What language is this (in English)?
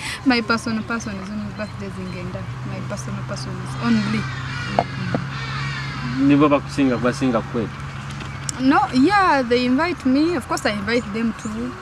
Nyoro